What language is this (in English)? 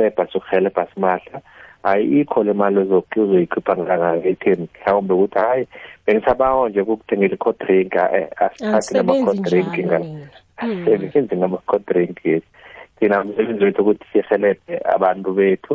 South Ndebele